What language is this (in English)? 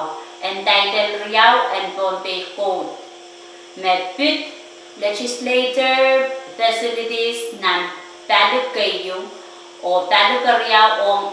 Pohnpeian